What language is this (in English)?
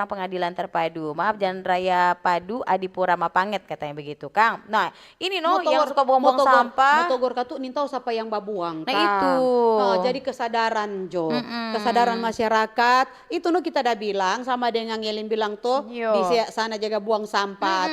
Manado Malay